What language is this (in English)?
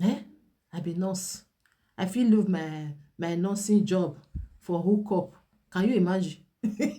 Nigerian Pidgin